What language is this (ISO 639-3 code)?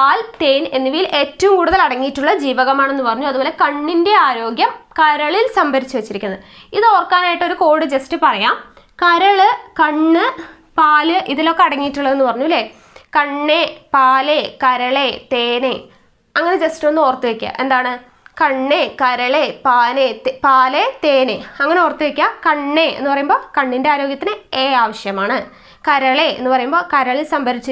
mal